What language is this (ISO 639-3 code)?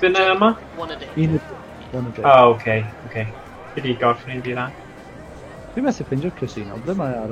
cym